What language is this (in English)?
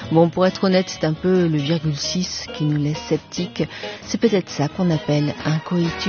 French